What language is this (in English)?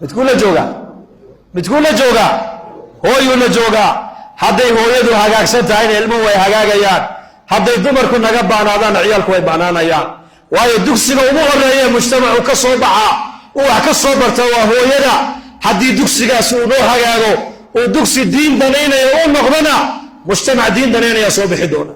Somali